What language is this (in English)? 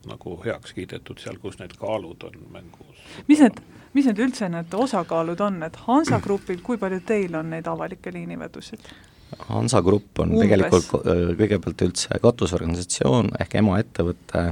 Estonian